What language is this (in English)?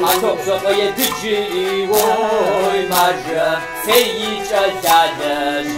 Kabardian